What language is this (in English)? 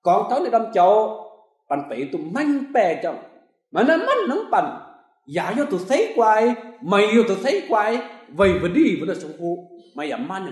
Kim Mun